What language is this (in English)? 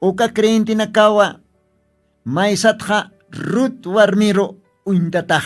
Aymara